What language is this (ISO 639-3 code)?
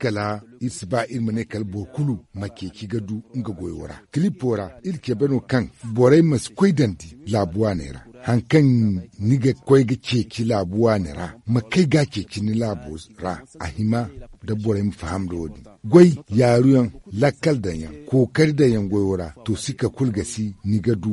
dje